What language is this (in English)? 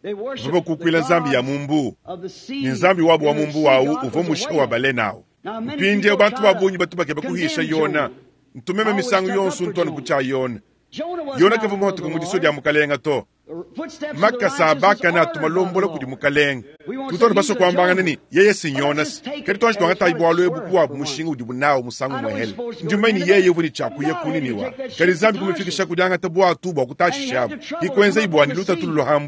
Luba-Lulua